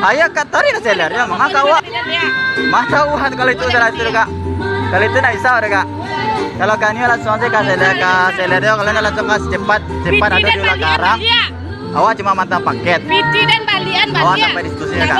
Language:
Minangkabau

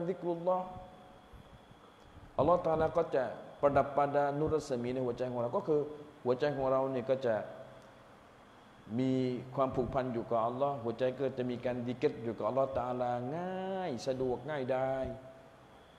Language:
Thai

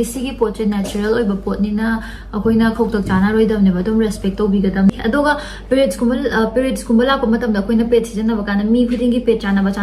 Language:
Manipuri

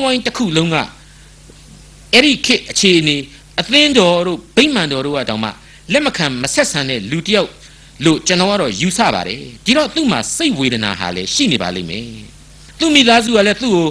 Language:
Burmese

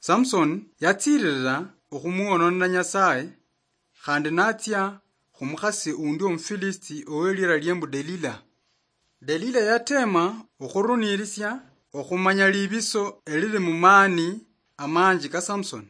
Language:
Luyia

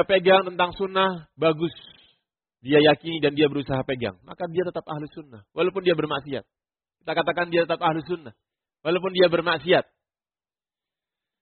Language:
Indonesian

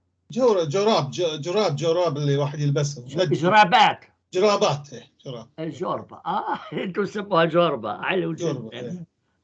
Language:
North Levantine Arabic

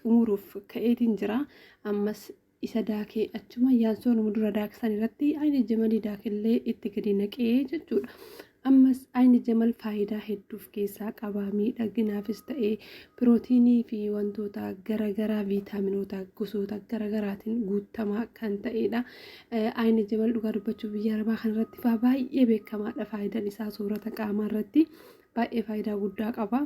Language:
Oromo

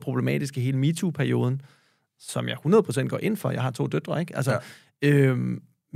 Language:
Danish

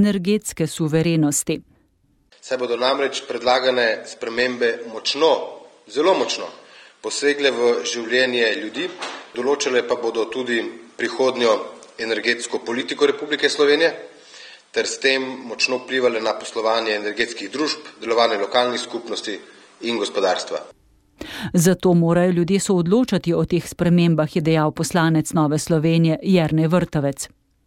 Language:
Slovenian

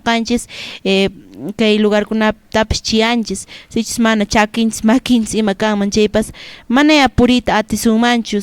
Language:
Quechua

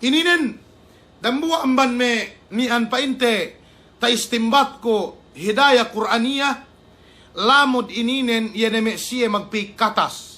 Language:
Yakan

